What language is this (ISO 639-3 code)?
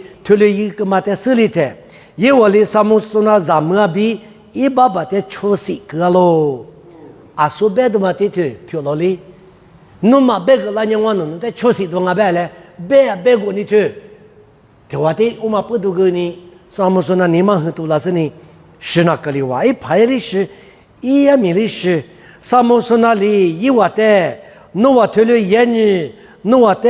lis